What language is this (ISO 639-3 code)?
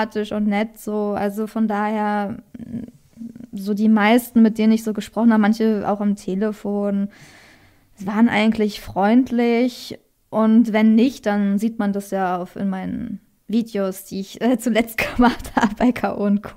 deu